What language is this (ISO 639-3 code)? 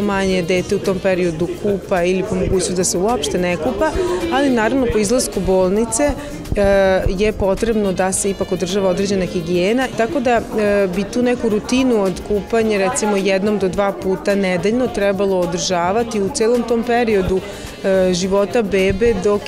srp